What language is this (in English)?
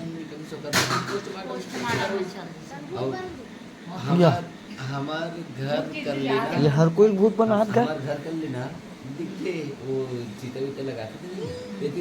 Chhattisgarhi